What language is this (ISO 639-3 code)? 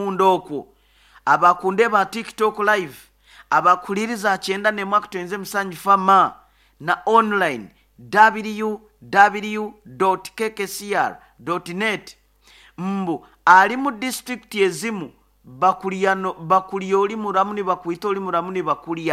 nyo